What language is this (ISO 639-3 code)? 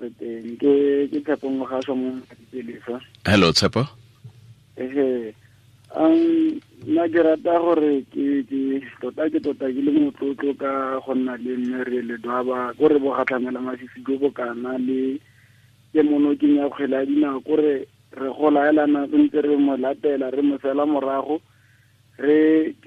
tsn